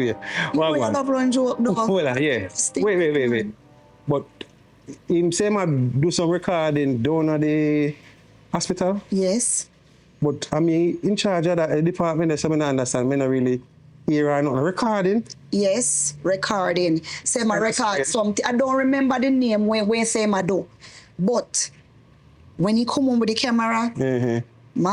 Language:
Jamaican Creole English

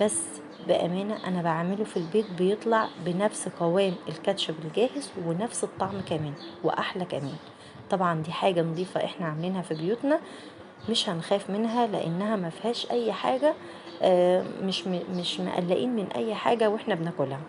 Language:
Egyptian Arabic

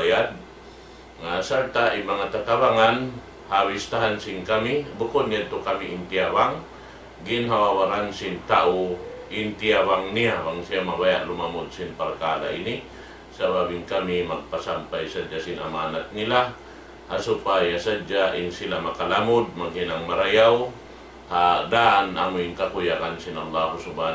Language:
Tausug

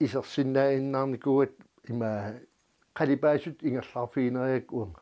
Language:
Kalaallisut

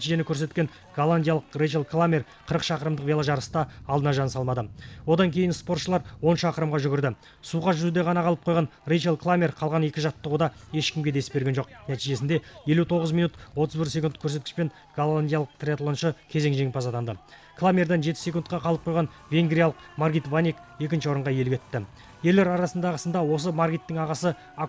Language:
Kazakh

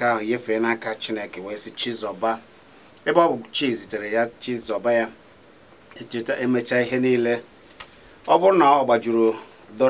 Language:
Igbo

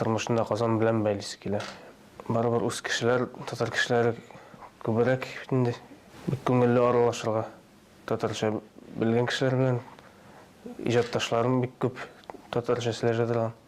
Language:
Tatar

